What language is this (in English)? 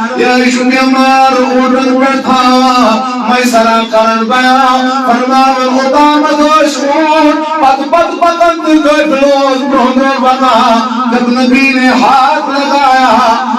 Kashmiri